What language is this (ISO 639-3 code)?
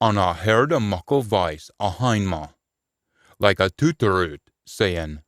sco